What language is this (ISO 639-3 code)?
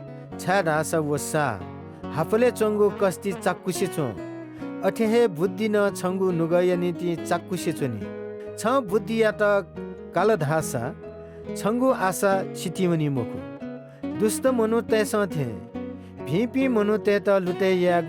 new